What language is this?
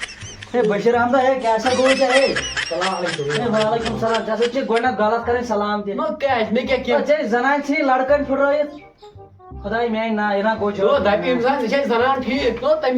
Kashmiri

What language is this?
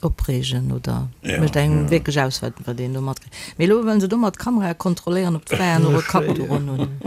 Luxembourgish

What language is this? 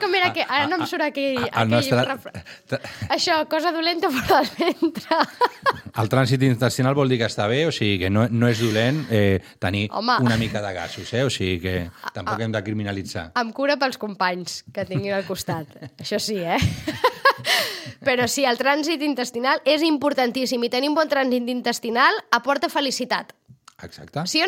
Catalan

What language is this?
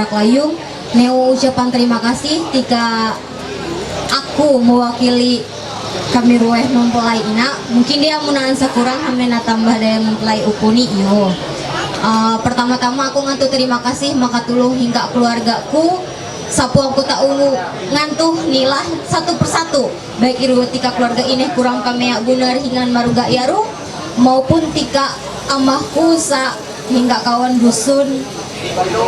Ma'anyan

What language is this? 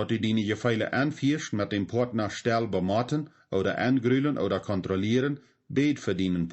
Plautdietsch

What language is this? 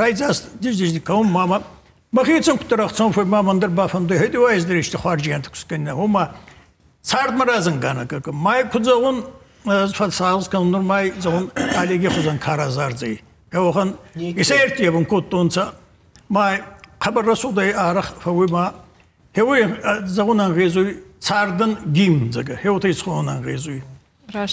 Ossetic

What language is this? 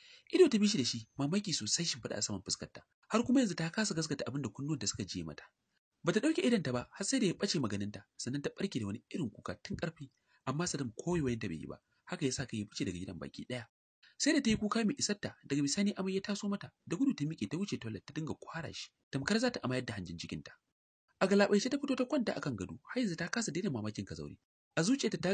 Hausa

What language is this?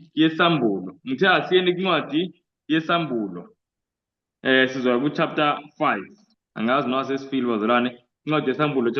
Zulu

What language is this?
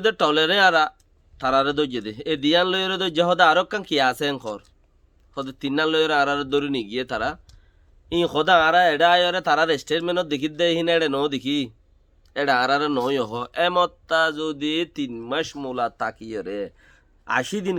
Rohingya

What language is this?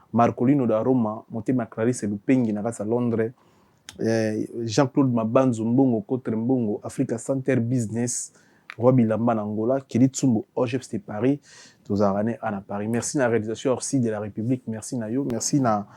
Lingala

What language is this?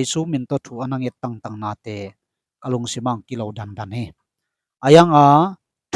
Tedim Chin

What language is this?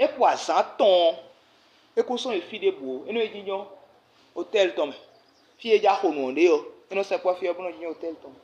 Fon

